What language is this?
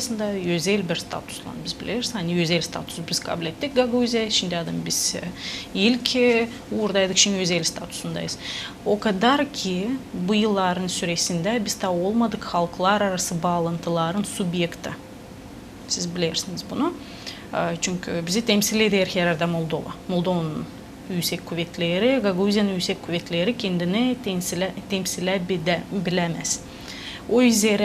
Gagauz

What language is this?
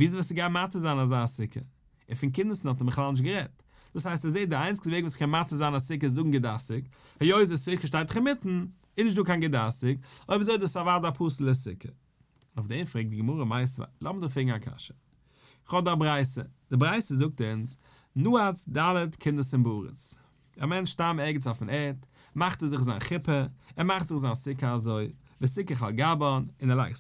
Yiddish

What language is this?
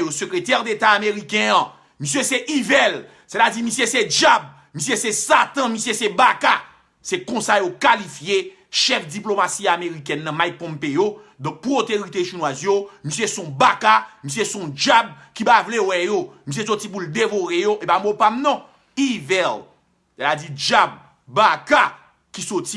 Haitian Creole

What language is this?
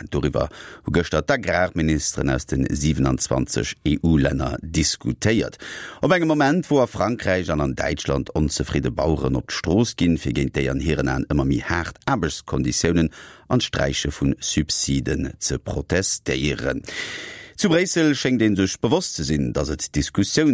Luxembourgish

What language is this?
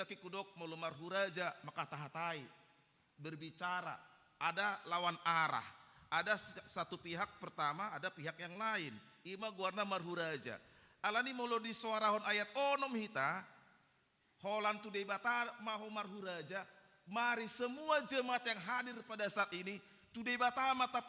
Batak Toba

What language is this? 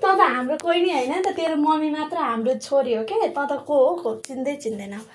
Nepali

